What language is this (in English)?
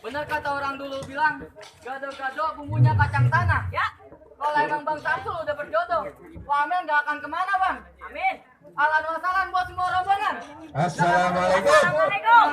Betawi